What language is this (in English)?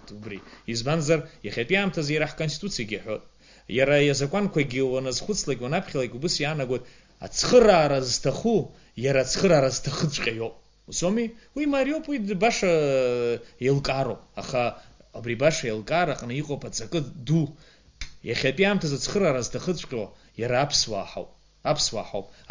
Abkhazian